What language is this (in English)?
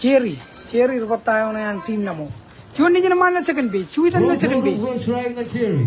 Marshallese